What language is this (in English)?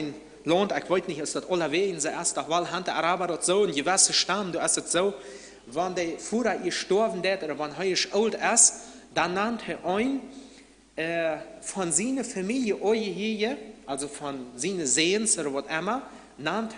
Plautdietsch